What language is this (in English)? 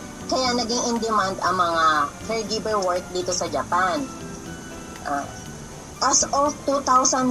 Filipino